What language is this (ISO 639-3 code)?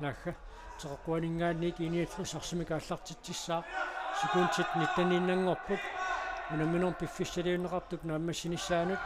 kal